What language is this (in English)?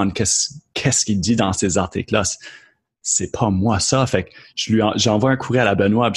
French